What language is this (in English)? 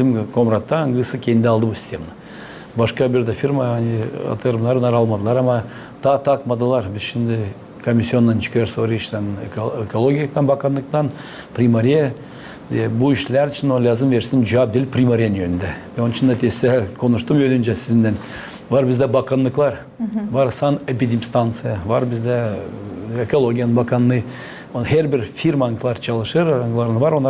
Gagauz